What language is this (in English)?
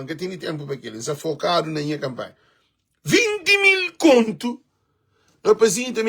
Kabuverdianu